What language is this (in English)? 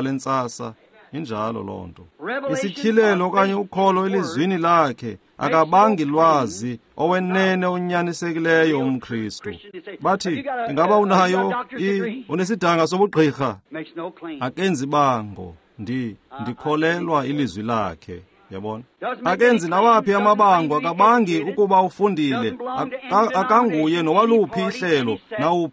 Xhosa